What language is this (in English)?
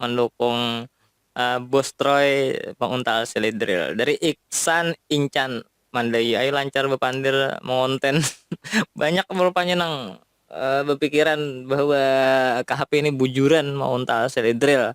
Banjar